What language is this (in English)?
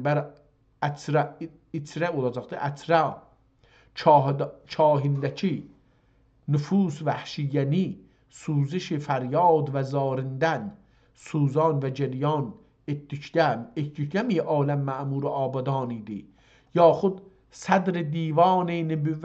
South Azerbaijani